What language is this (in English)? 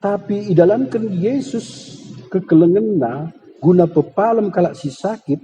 Batak Karo